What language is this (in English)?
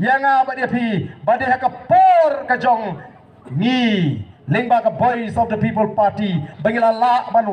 Khasi